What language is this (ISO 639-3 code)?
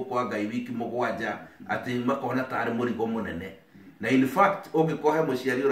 kik